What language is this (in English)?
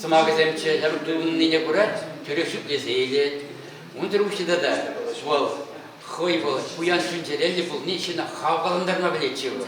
Chuvash